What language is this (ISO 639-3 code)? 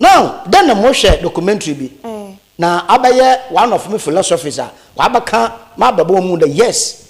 aka